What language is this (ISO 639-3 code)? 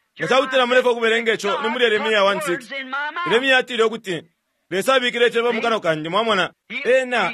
bem